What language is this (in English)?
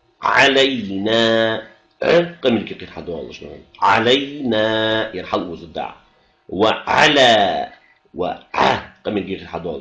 Ingush